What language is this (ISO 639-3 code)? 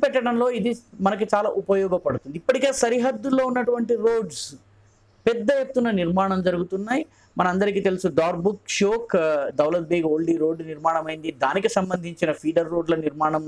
tel